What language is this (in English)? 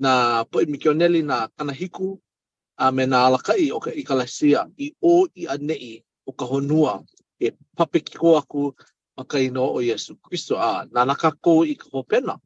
Hawaiian